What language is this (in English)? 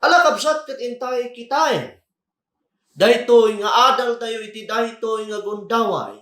Iloko